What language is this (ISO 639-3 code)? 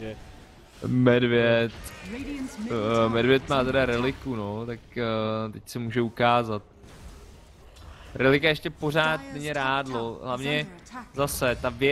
ces